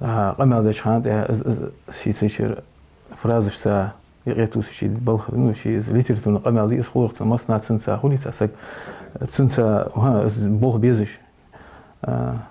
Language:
Ingush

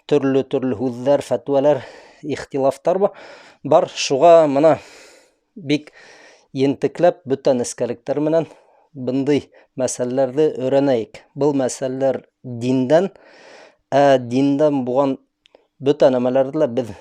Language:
Bashkir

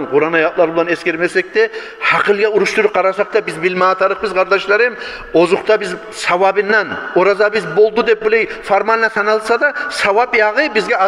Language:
Kumyk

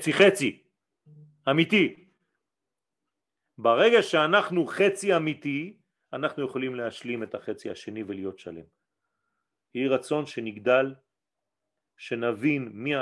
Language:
Hebrew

